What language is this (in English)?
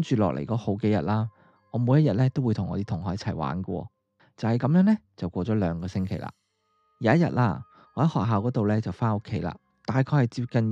Cantonese